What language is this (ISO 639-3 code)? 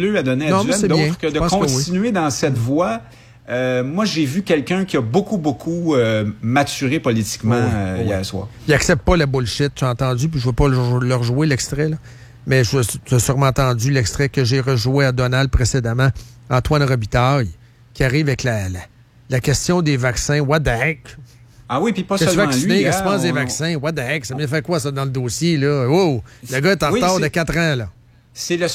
fra